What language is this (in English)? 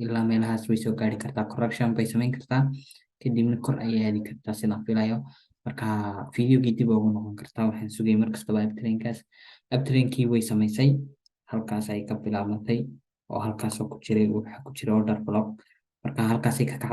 Somali